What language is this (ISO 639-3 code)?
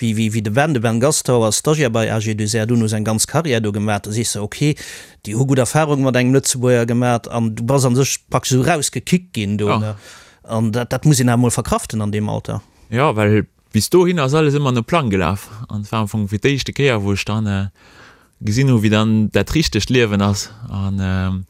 ltz